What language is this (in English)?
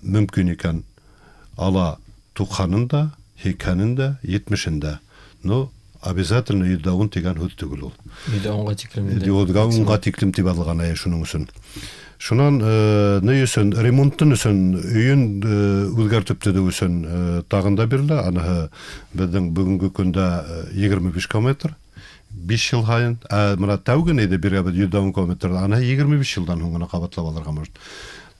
Bashkir